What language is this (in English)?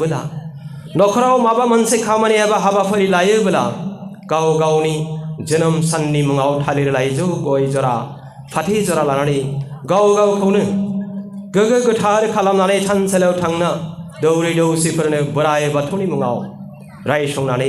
Bodo